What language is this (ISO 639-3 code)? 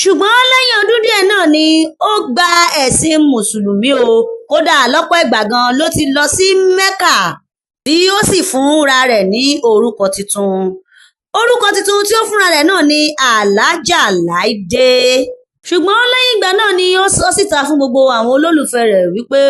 yor